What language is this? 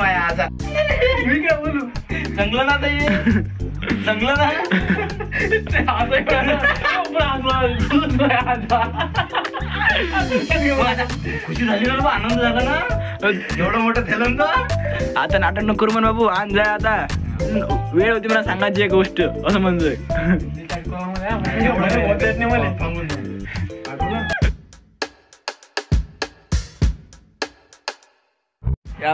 Marathi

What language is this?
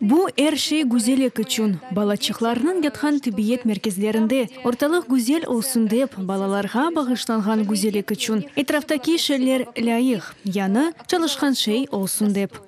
Crimean Tatar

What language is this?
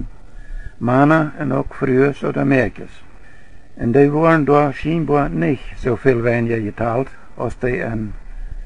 Plautdietsch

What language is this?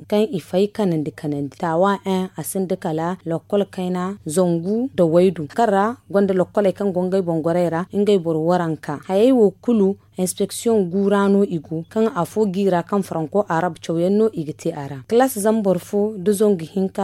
Zarma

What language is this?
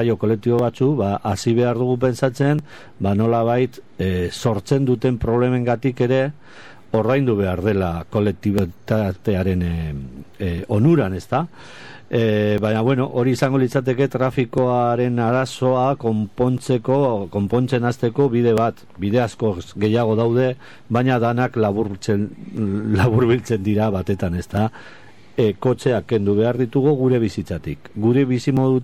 Basque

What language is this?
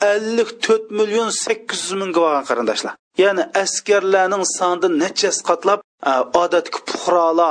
Uyghur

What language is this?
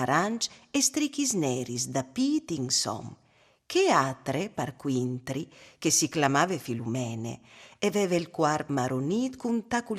Friulian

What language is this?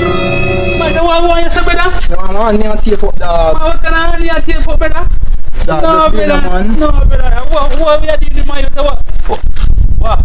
Jamaican Creole English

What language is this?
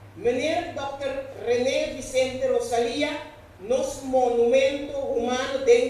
Papiamento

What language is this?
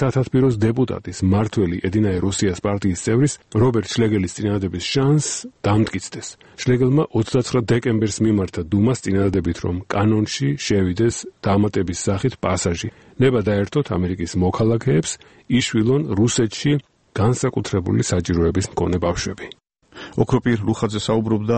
Georgian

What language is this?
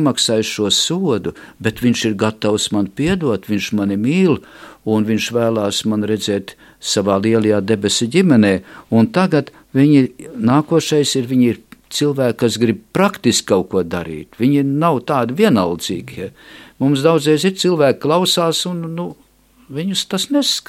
Latvian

